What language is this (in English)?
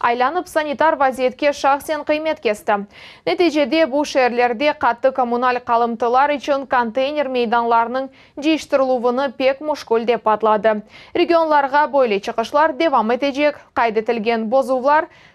Crimean Tatar